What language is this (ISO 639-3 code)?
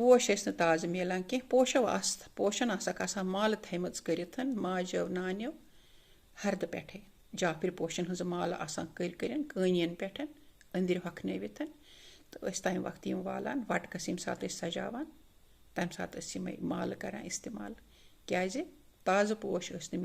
kas